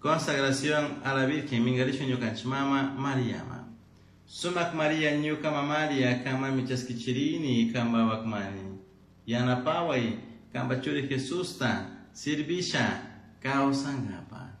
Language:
Chimborazo Highland Quichua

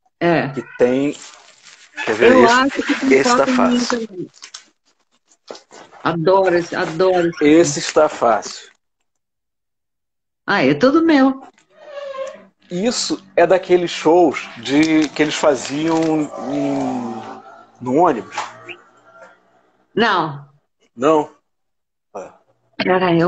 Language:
Portuguese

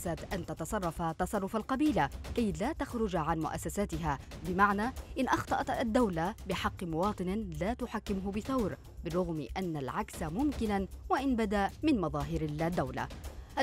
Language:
Arabic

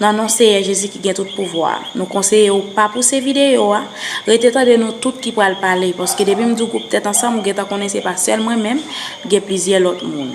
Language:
Haitian Creole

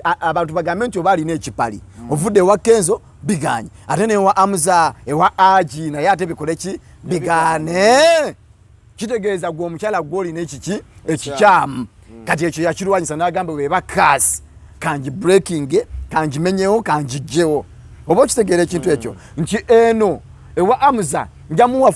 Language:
Ganda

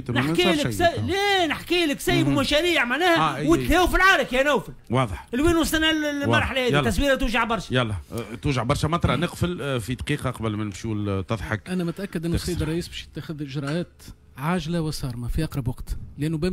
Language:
Tunisian Arabic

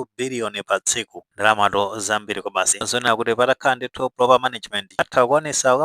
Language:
Nyanja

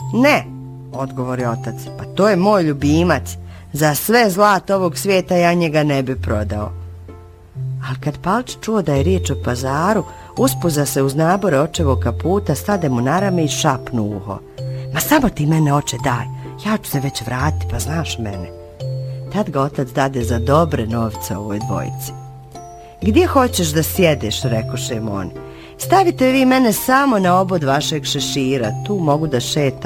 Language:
Bosnian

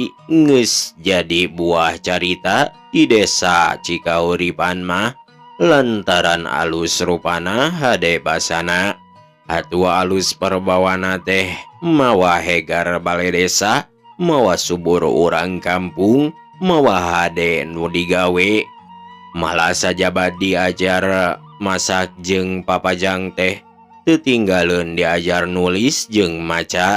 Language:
Sundanese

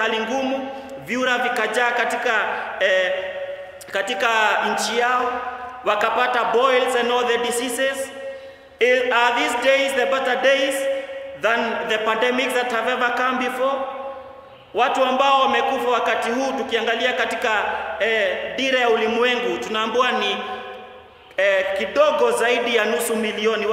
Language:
Swahili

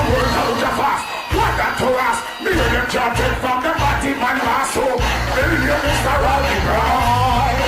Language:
Jamaican Creole English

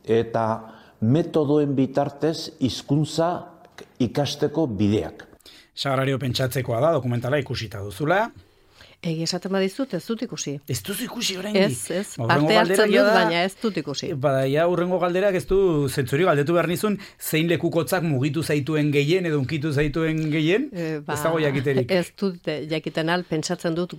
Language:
Basque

